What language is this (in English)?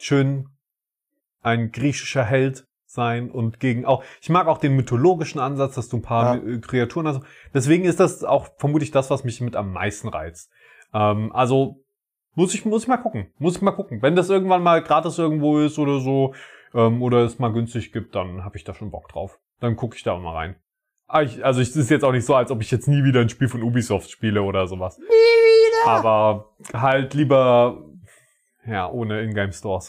German